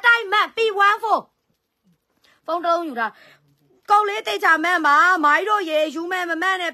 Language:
Burmese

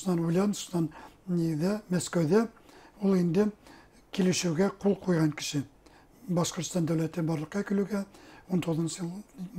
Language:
Bashkir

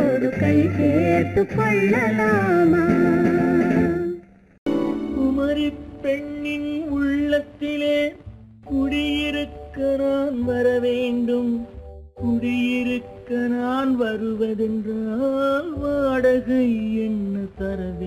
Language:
Tamil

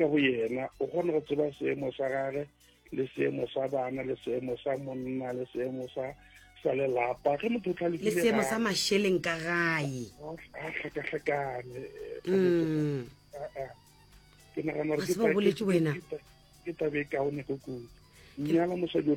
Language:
Northern Sotho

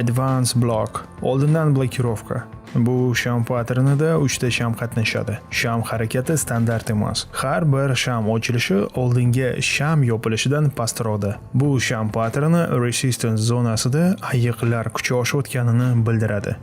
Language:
Uzbek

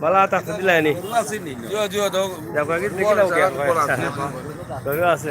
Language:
Sylheti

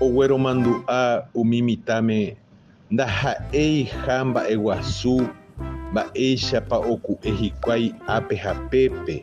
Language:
Guarani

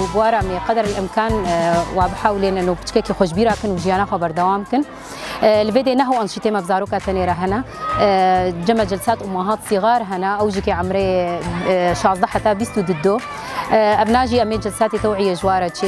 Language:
Kurdish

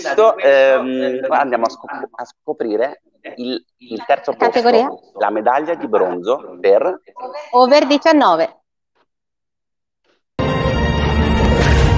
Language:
Italian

